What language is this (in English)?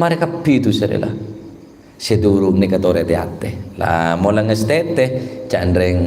Madurese